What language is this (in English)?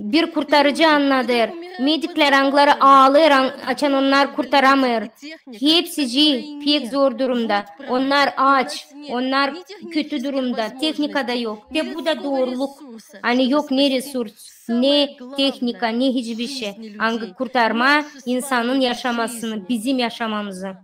Gagauz